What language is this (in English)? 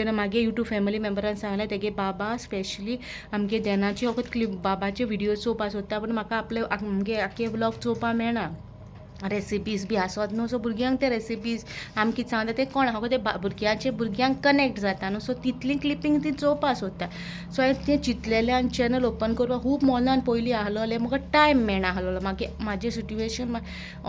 Konkani